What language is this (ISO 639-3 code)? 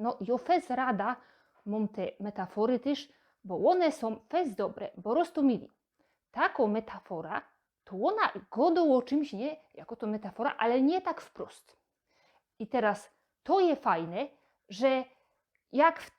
szl